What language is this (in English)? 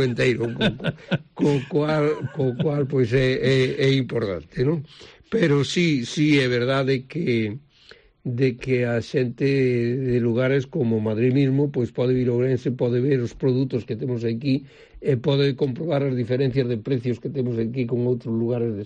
Galician